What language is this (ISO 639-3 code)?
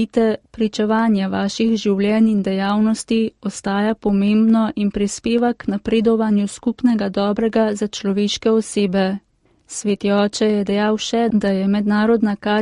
slv